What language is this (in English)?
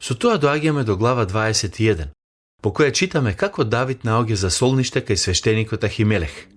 Macedonian